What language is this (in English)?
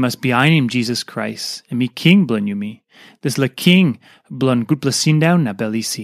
Tok Pisin